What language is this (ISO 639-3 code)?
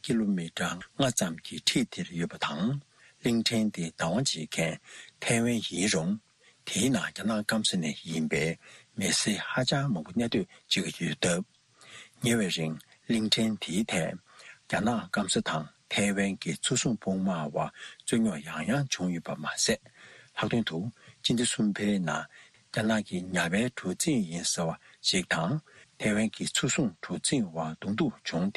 bod